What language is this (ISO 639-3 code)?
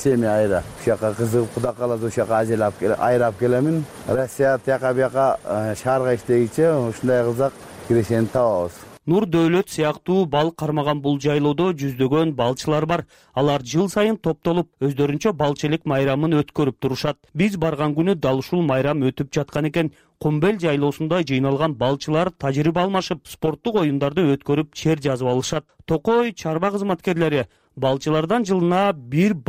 kir